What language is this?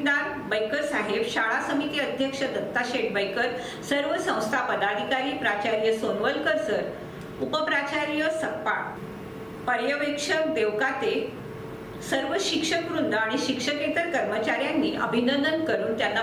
Marathi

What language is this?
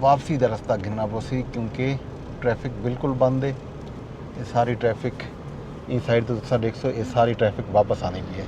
Saraiki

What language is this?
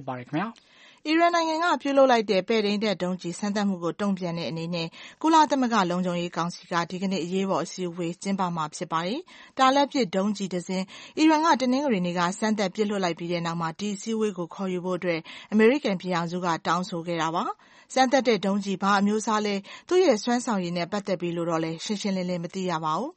Burmese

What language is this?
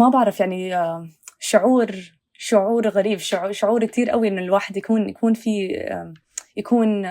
North Levantine Arabic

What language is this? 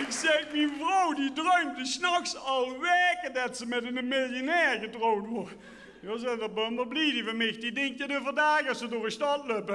Limburgish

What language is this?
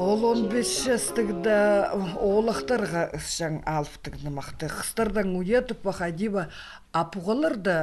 Khakas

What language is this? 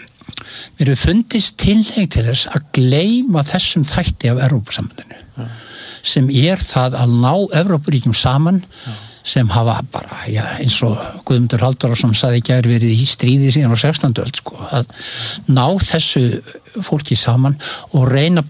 Icelandic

